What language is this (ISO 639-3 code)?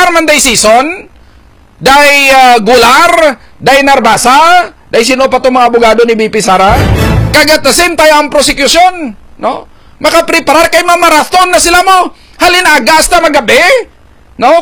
hil